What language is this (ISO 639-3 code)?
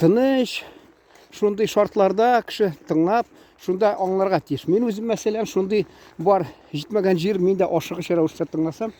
tat